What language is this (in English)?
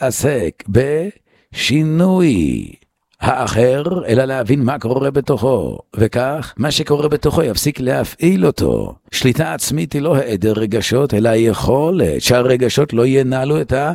Hebrew